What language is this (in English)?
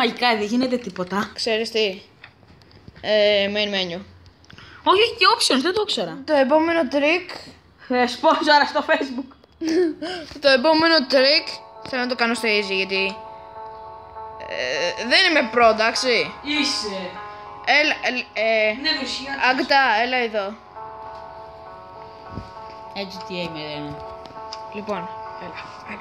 Greek